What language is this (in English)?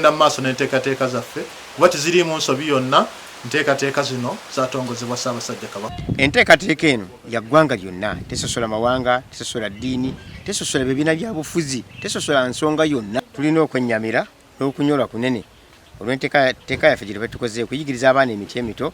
Ganda